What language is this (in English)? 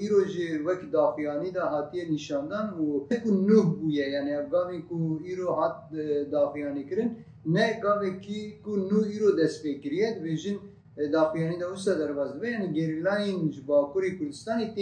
Kurdish